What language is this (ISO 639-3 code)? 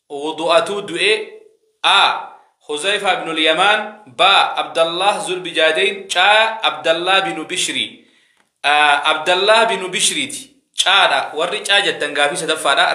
orm